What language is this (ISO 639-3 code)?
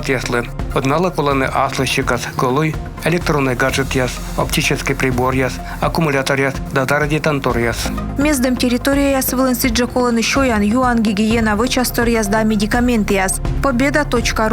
kom